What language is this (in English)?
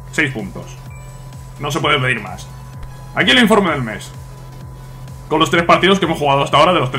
Spanish